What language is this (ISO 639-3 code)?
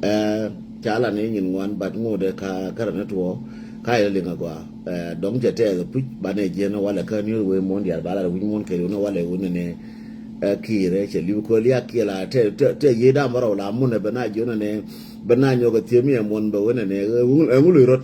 nus